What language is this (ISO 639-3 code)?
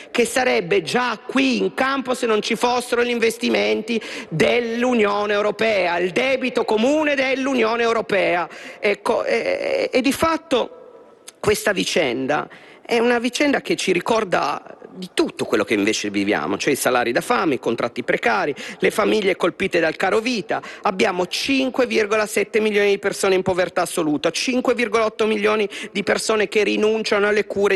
ita